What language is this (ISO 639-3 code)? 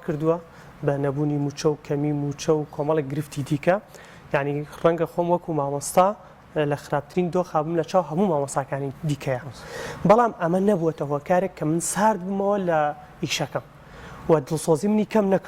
ckb